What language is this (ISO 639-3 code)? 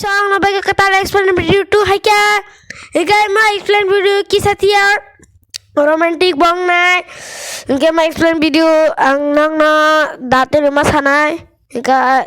trp